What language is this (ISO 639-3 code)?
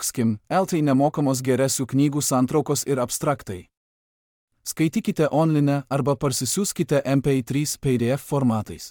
lit